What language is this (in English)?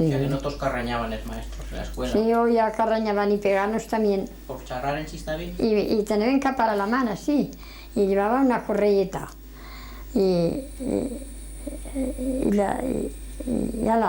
Aragonese